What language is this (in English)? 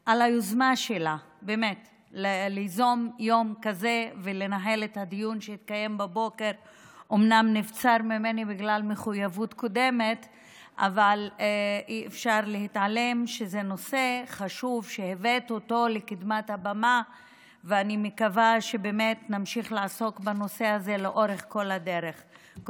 Hebrew